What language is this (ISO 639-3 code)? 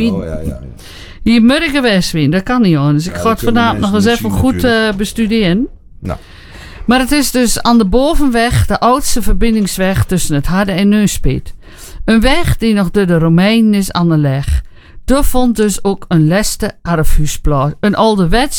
nld